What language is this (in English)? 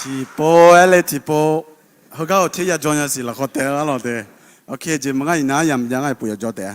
Akha